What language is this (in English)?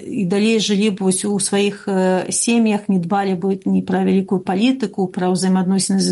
Belarusian